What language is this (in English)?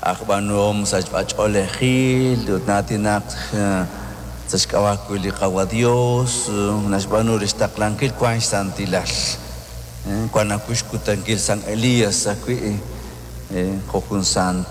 Kekchí